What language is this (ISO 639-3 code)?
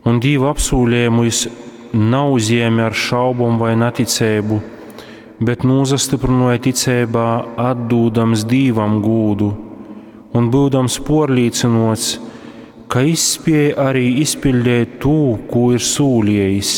ltg